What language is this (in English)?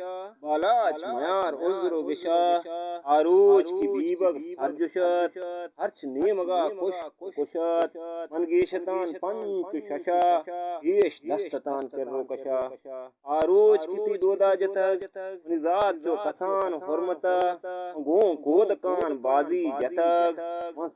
Eastern Balochi